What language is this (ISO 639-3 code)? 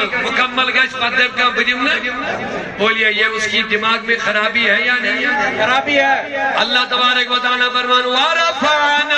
kas